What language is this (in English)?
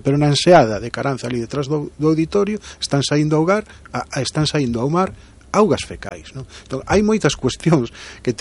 Galician